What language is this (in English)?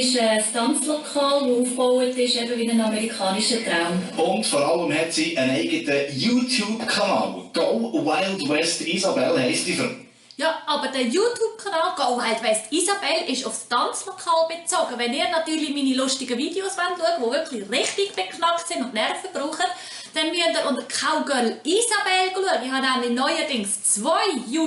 Swiss German